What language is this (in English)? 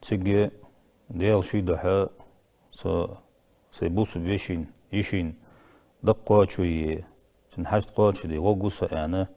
Ingush